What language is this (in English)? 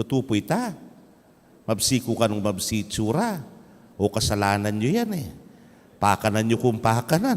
Pampanga